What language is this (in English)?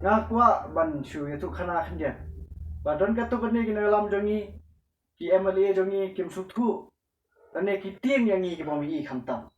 Khasi